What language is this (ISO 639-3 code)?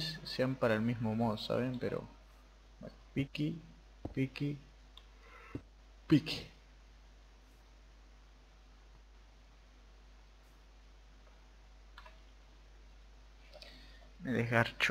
spa